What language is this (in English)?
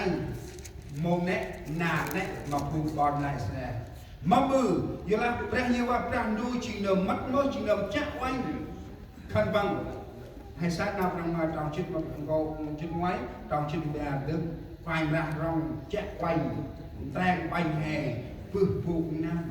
Central Mnong